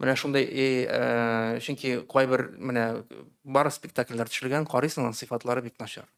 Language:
Tatar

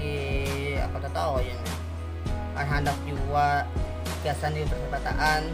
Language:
Banjar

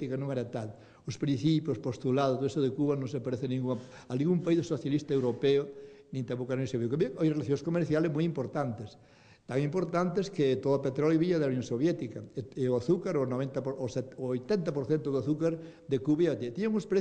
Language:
Galician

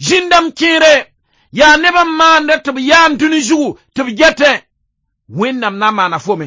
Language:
Mossi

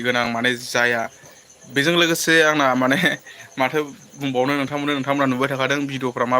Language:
Bodo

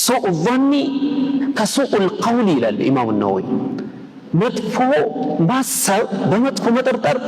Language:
Amharic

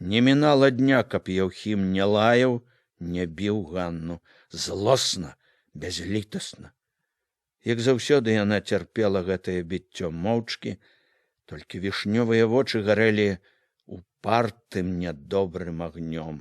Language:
Belarusian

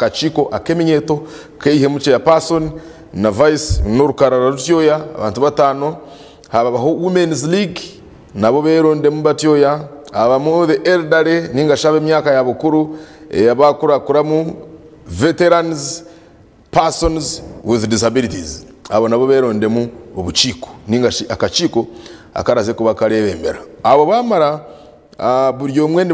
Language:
Nyankole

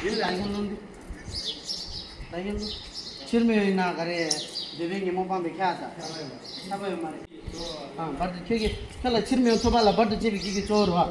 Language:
Tibetan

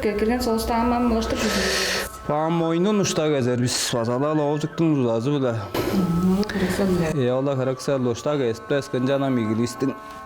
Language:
Tuvinian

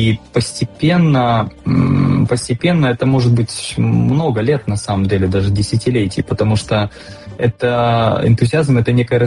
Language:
Russian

